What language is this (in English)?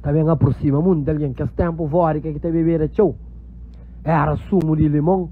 Kabuverdianu